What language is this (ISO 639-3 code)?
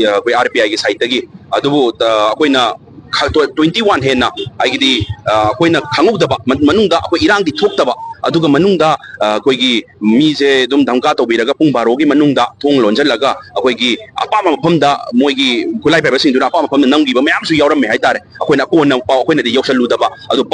mni